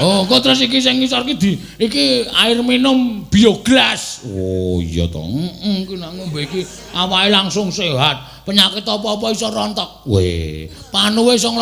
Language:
Javanese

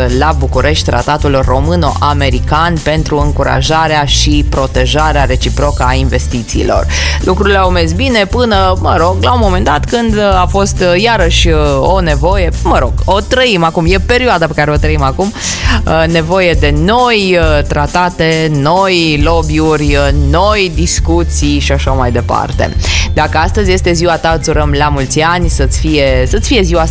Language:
Romanian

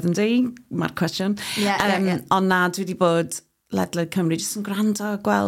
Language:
Welsh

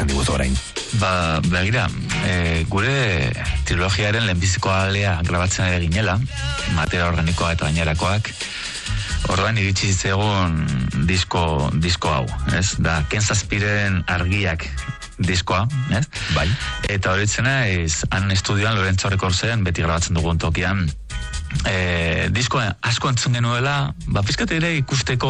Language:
Basque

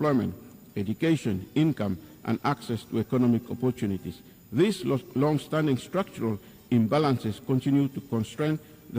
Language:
Bislama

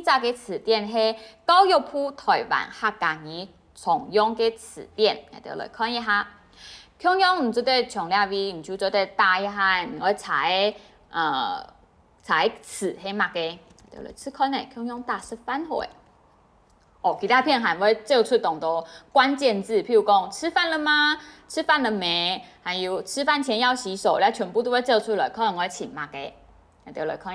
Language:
Hakka Chinese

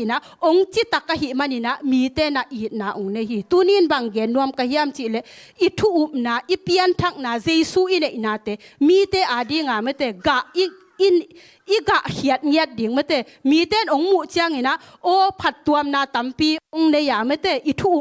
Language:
Tedim Chin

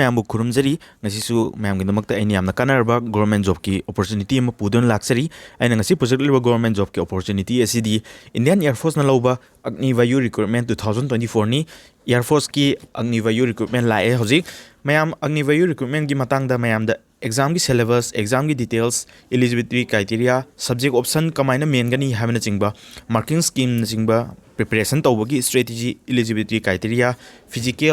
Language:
Manipuri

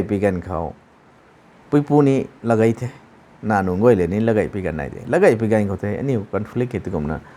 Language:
Rongmei Naga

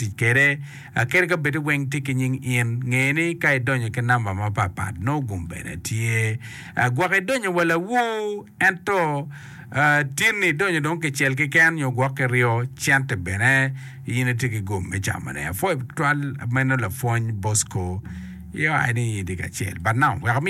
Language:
Acoli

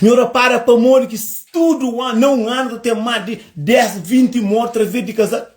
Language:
Kabuverdianu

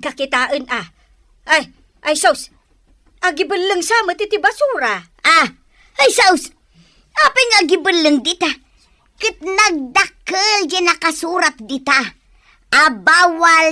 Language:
Iloko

